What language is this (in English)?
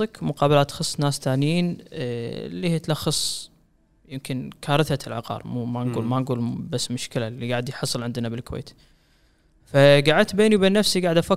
Gulf Arabic